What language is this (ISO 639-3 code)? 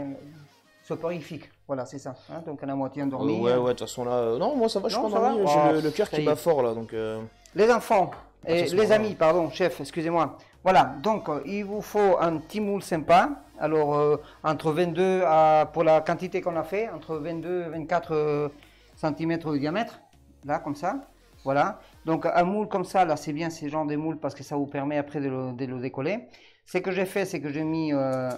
fra